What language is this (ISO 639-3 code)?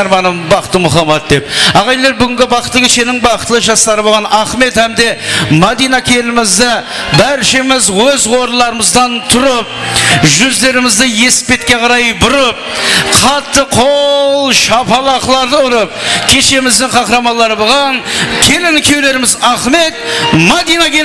kaa